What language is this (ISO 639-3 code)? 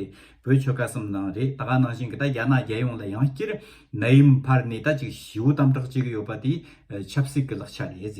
bod